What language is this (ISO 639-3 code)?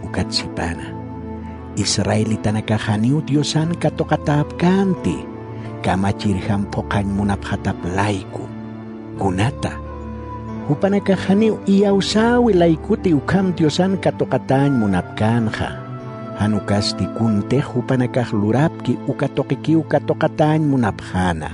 aym